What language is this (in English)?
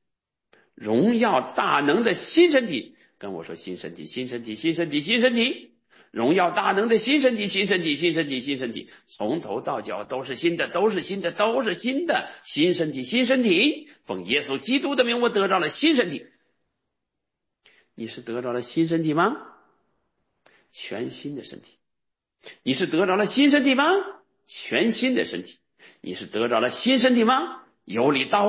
Chinese